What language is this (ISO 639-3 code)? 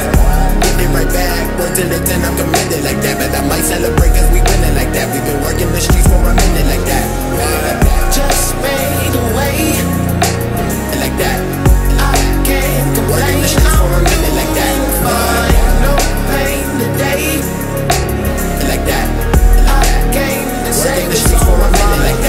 eng